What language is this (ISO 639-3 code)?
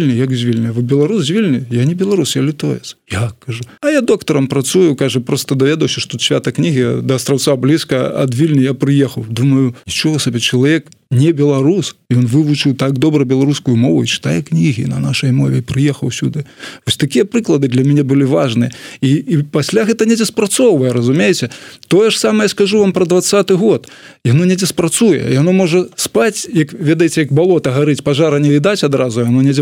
bel